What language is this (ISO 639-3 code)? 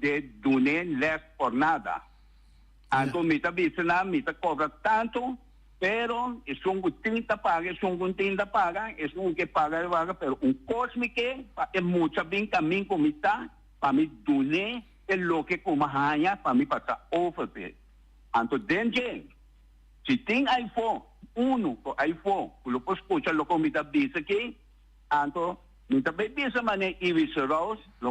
pap